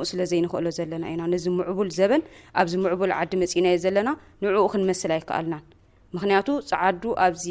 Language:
Tigrinya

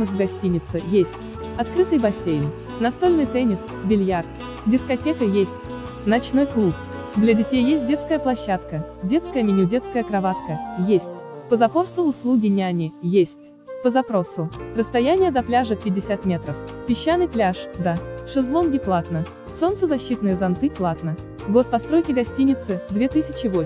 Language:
Russian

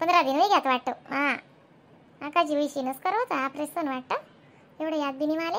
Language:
Khandesi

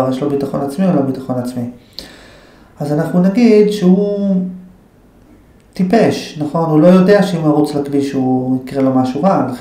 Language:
Hebrew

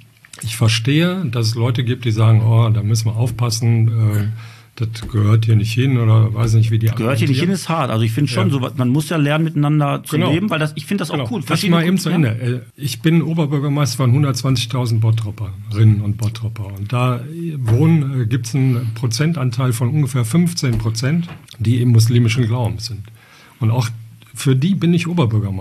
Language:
German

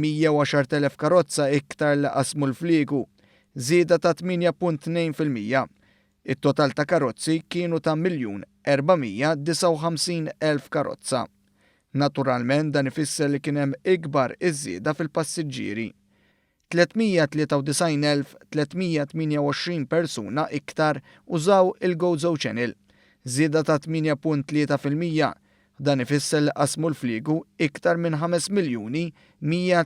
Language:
Maltese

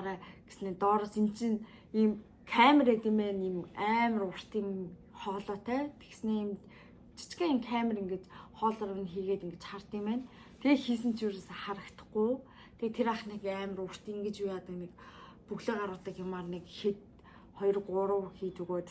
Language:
Mongolian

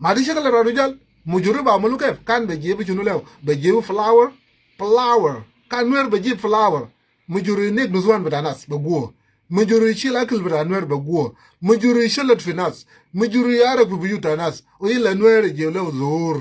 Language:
Nuer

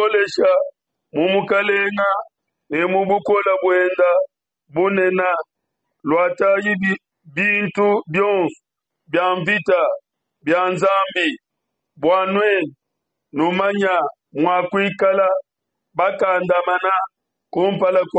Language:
Luba-Lulua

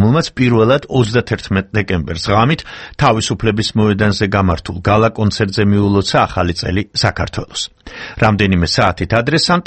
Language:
Georgian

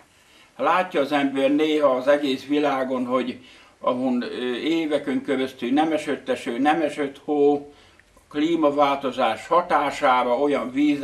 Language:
Hungarian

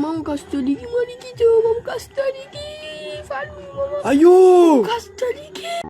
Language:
Morisyen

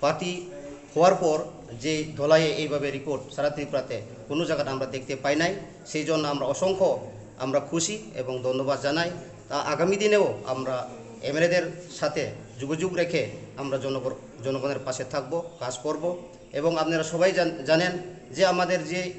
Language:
Kok Borok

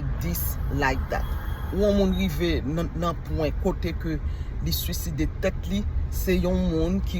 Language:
Haitian Creole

